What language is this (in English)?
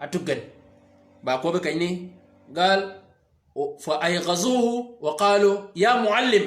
Shilluk